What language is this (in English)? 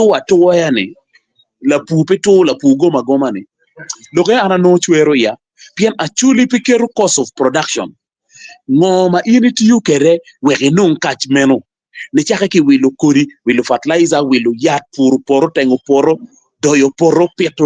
Acoli